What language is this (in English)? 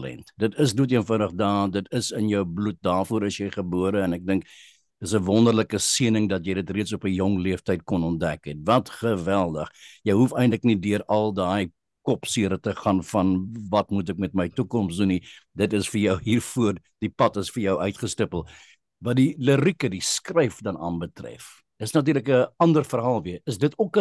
Afrikaans